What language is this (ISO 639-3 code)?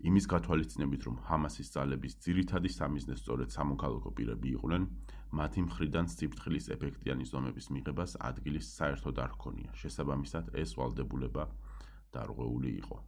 kat